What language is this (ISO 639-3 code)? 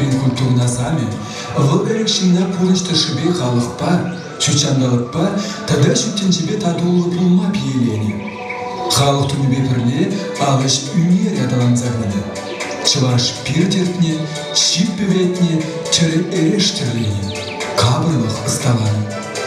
chv